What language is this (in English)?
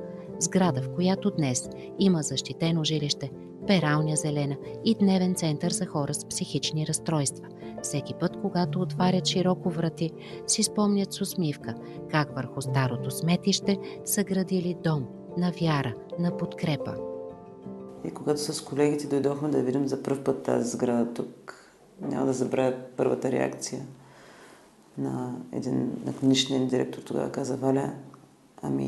Bulgarian